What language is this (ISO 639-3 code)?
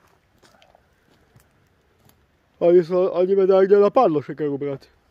slk